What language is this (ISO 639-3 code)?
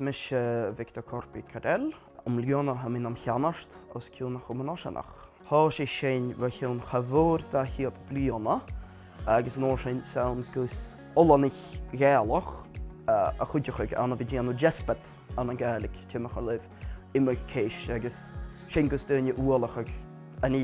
gla